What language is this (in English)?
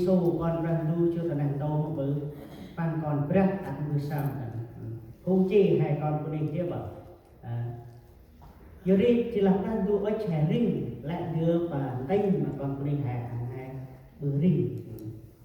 Central Mnong